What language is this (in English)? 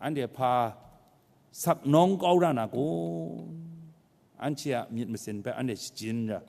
Kachin